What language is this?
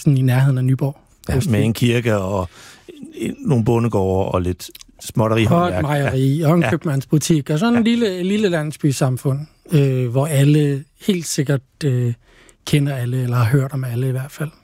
Danish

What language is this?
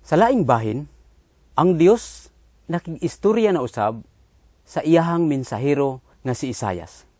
Cebuano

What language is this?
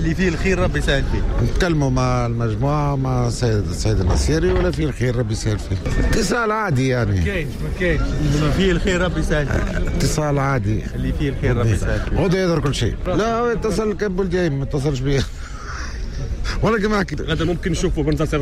Tunisian Arabic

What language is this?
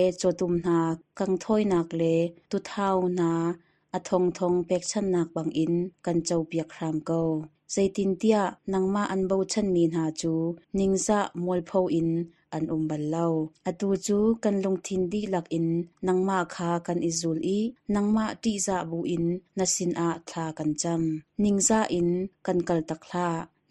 Hakha Chin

